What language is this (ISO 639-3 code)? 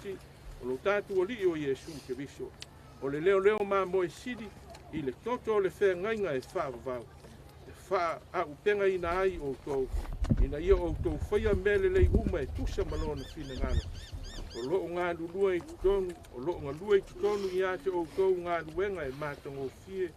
smo